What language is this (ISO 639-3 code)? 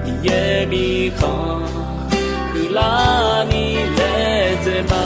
ahk